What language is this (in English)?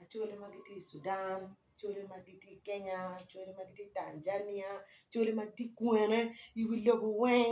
Acoli